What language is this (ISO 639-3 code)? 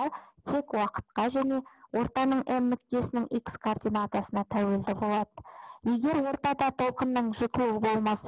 kaz